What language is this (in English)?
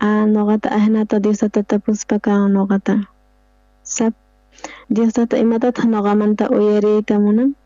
South Bolivian Quechua